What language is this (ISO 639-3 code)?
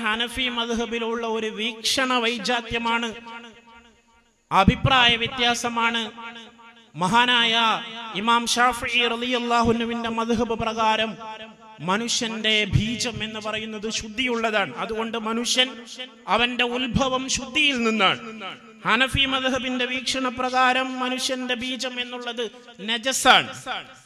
mal